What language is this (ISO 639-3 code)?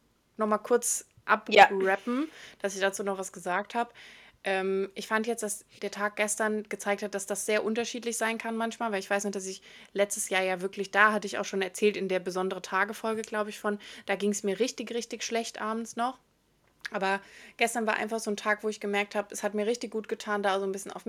deu